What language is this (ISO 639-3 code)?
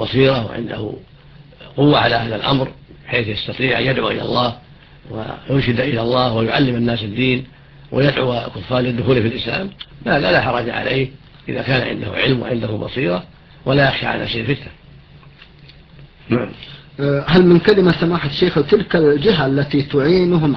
ara